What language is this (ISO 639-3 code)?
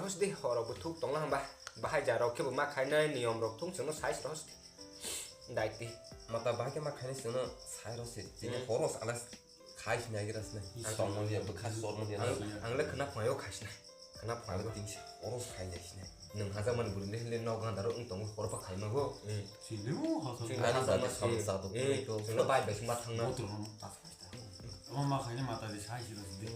trp